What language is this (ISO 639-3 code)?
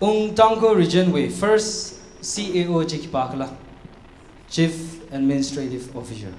nmf